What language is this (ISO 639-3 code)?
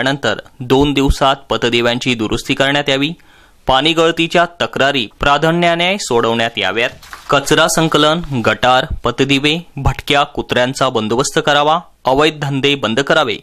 mar